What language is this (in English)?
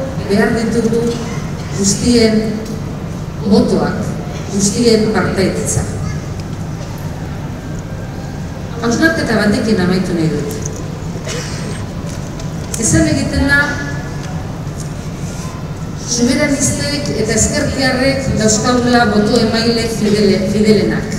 Basque